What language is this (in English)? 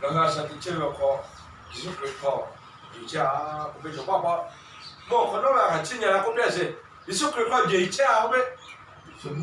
Lahu